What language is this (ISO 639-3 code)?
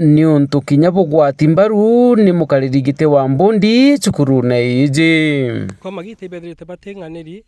mer